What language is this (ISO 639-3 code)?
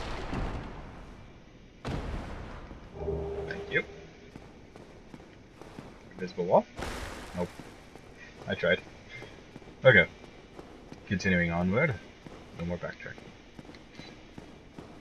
eng